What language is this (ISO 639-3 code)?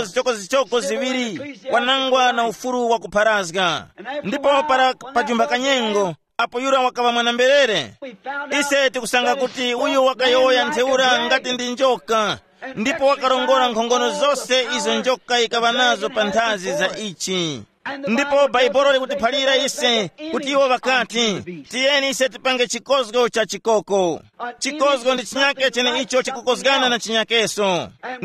tum